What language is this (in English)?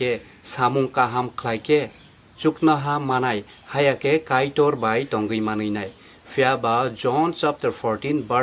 Kok Borok